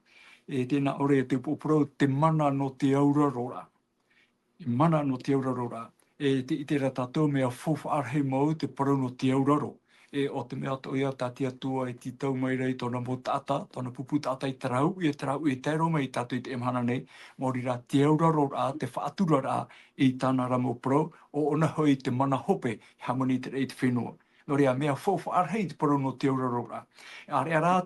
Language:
Tahitian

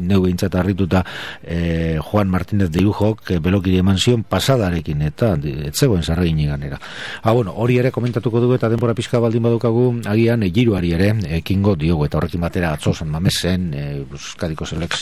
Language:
Basque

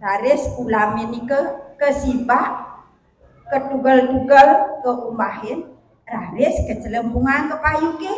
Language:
Balinese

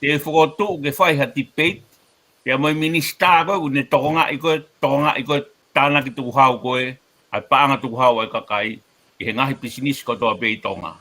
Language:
Tongan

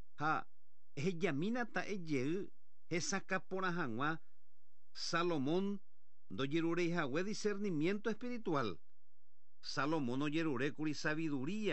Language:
Guarani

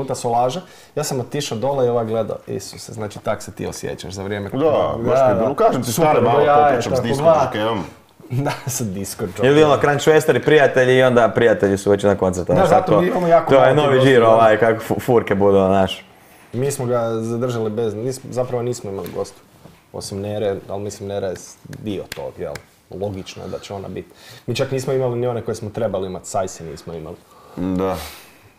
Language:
Croatian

